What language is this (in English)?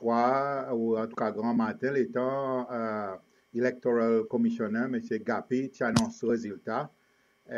Seselwa Creole French